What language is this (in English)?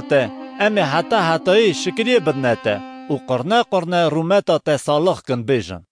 Kurdish